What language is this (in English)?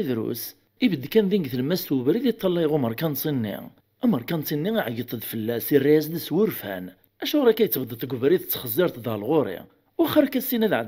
Kabyle